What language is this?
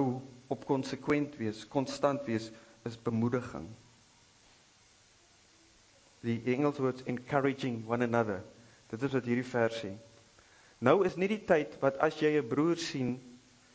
Afrikaans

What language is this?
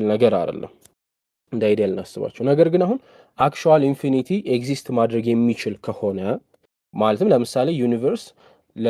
Amharic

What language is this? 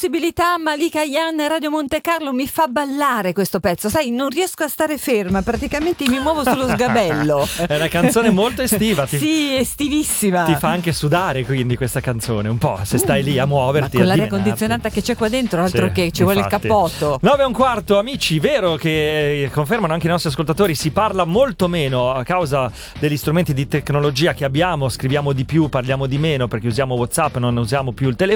Italian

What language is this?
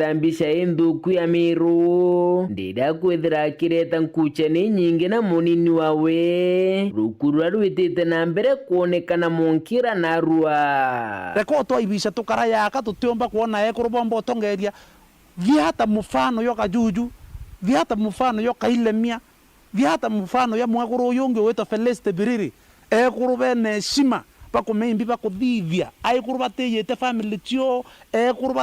Meru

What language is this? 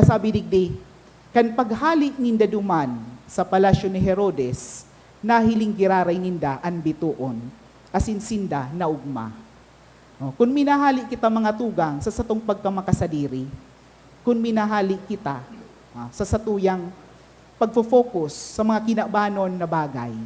Bikol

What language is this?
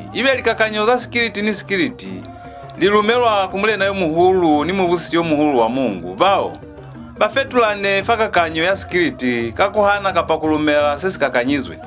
Lozi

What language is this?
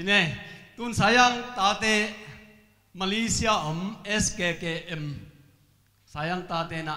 Tedim Chin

